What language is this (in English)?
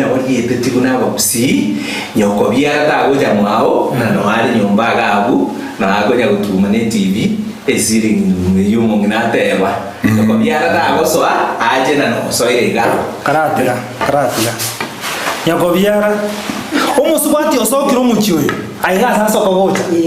Gusii